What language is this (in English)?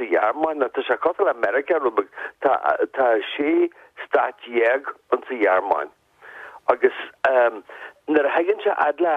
Irish